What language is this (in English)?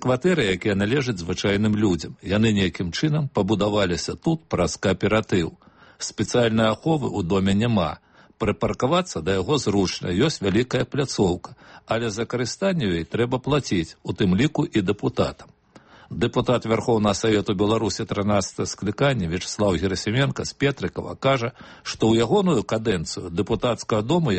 Belarusian